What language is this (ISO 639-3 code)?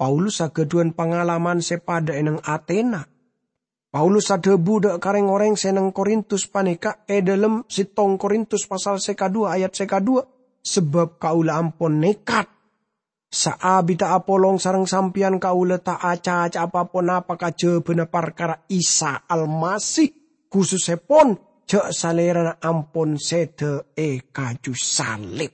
mad